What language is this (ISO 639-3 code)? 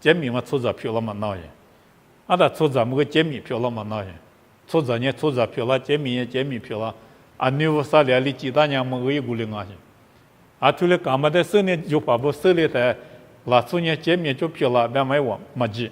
lis